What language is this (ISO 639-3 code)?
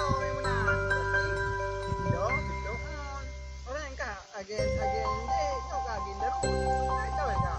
ace